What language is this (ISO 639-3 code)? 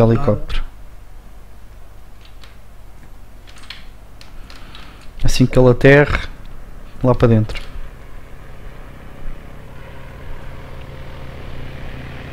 por